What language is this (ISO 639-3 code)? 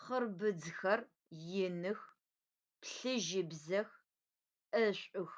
ady